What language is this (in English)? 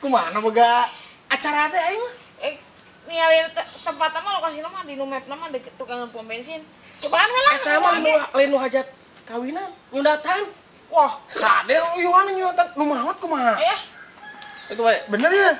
Sundanese